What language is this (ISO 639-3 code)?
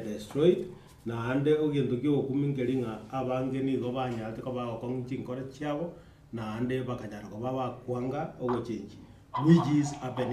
guz